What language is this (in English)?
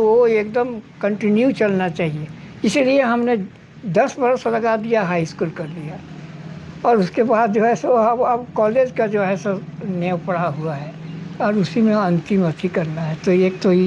Sadri